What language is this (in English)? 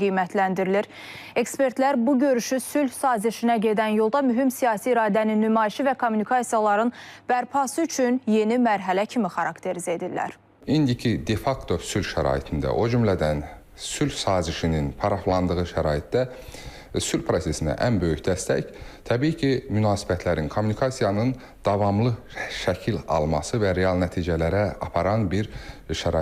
Azerbaijani